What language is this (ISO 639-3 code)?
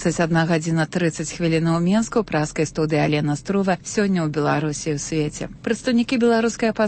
bel